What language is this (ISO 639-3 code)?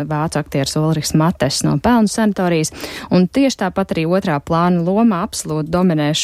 lav